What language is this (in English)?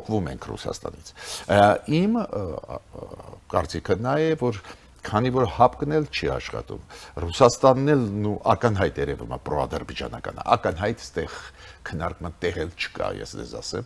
Armenian